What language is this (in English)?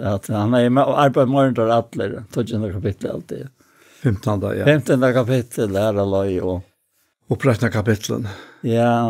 Faroese